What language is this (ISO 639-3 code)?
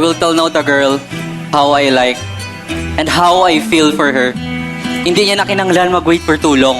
hil